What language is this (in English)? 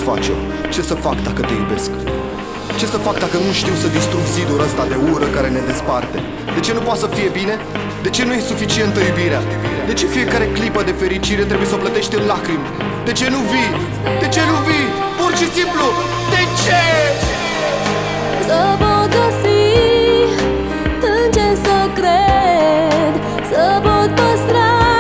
Romanian